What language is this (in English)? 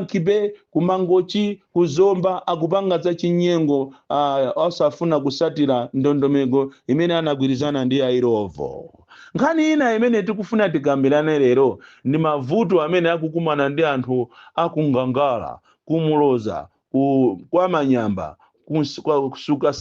Nyanja